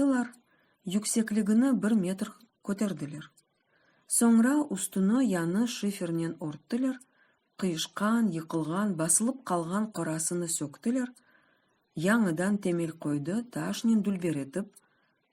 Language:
Crimean Tatar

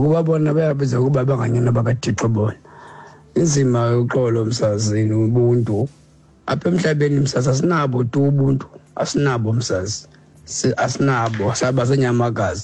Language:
Xhosa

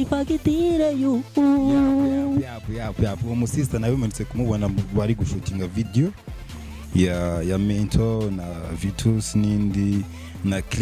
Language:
Kinyarwanda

